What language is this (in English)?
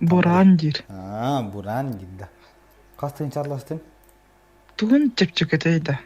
Yakut